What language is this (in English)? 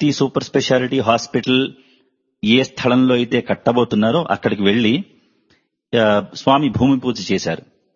Telugu